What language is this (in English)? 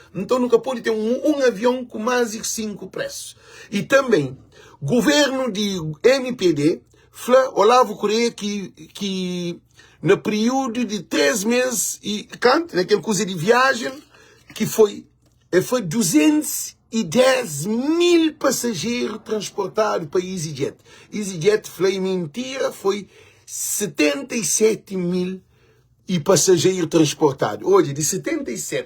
Kabuverdianu